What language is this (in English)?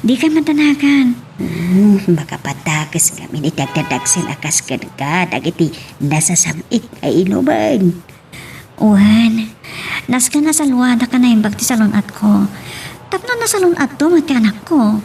Iloko